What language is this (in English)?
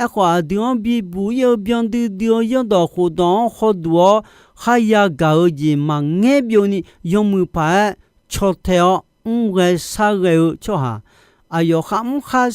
Akha